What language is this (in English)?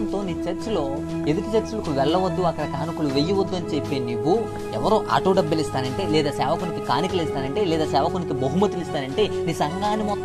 Telugu